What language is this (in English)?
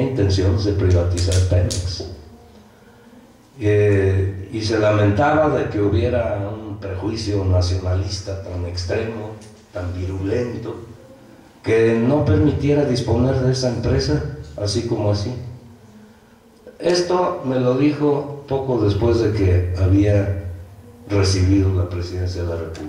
Spanish